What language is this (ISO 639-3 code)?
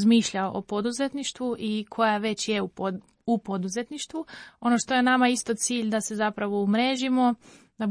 hrv